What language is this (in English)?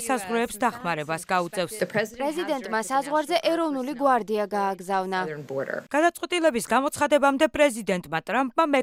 Georgian